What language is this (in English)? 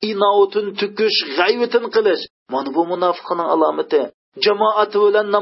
Uyghur